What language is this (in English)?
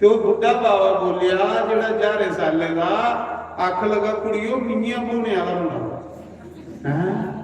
Dogri